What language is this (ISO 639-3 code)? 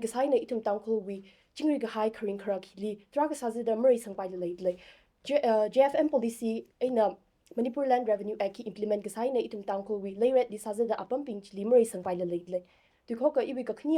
nmf